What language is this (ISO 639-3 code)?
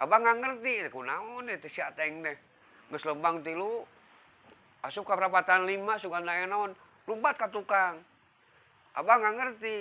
sun